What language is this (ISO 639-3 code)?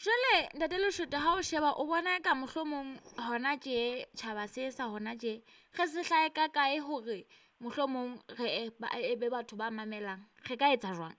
sot